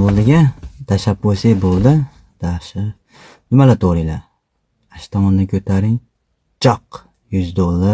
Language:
Uzbek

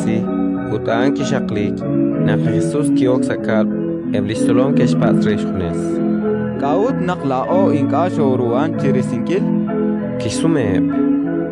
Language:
Kekchí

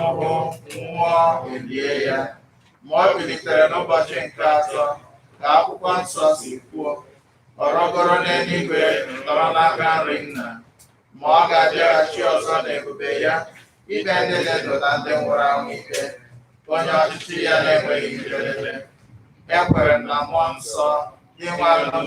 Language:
Igbo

